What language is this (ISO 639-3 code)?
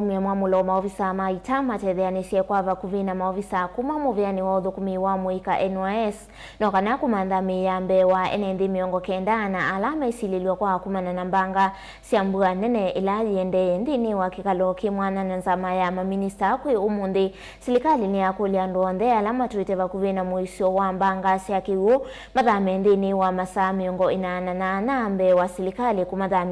kam